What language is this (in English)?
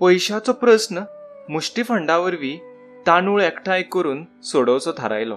Konkani